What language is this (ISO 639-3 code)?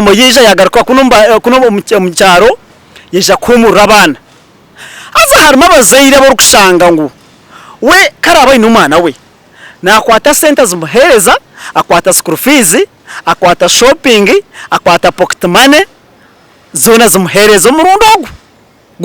nyn